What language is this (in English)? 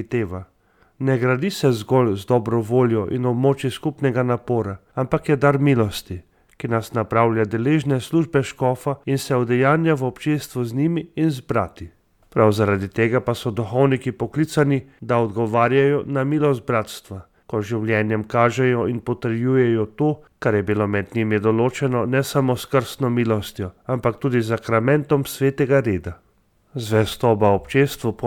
Slovenian